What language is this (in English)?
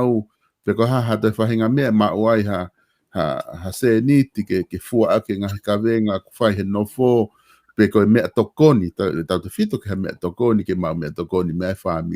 Tongan